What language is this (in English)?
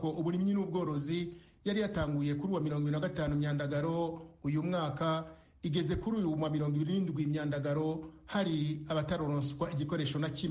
Rundi